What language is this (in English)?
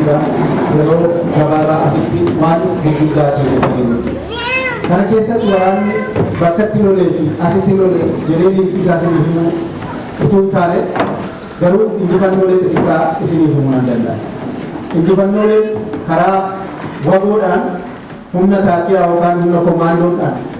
Oromo